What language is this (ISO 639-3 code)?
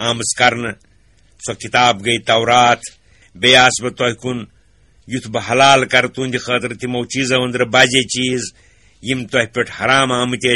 kas